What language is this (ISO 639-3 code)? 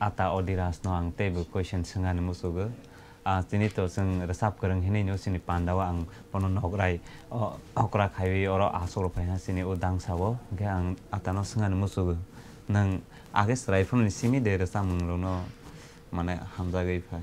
trp